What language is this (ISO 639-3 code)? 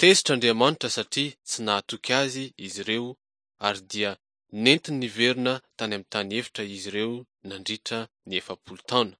mlg